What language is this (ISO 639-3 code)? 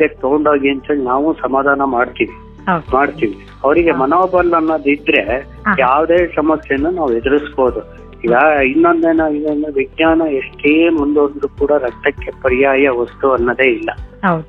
kan